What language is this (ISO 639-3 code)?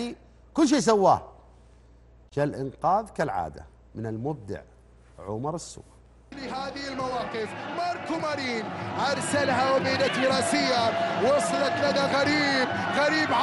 ara